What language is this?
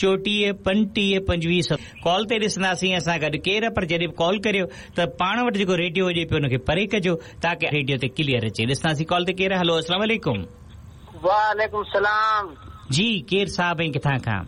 Sindhi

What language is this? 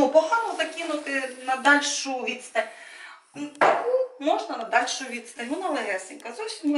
Ukrainian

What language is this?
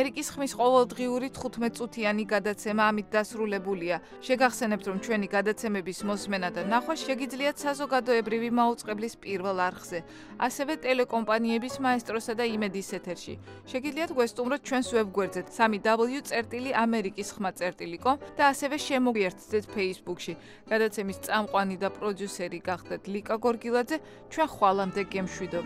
Georgian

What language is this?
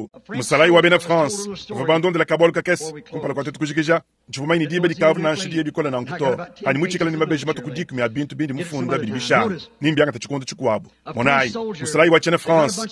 Luba-Lulua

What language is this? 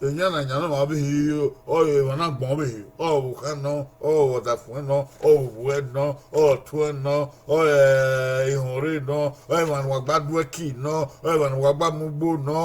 Bini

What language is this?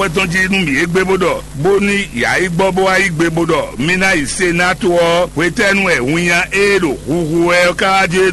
Fon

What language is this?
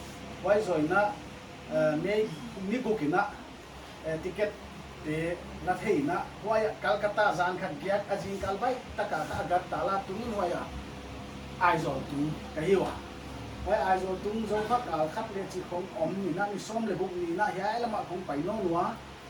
Paite Chin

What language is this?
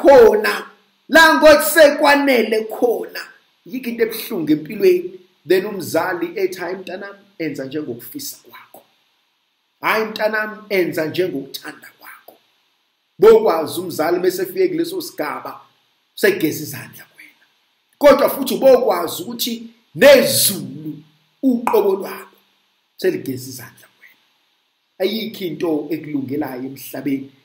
Zulu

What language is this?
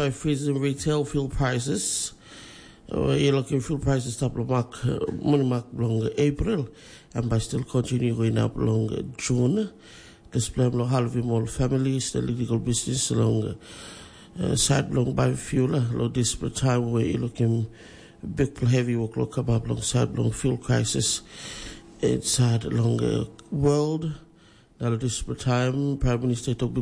Tok Pisin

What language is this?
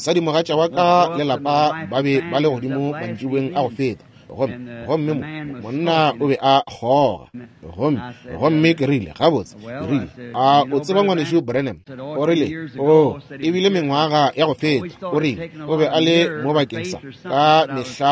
Northern Sotho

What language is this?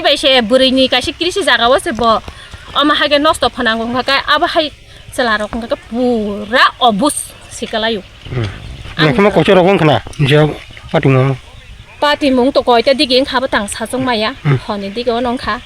Kok Borok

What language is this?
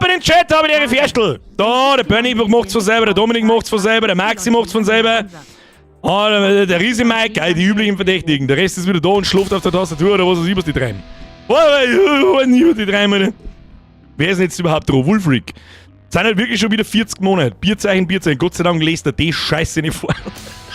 Bavarian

